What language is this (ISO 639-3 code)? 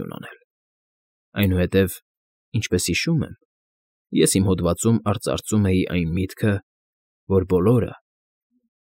hye